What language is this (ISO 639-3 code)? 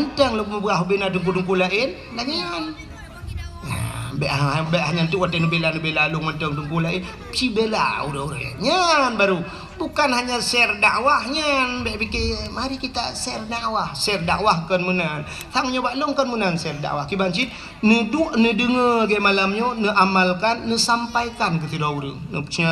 ace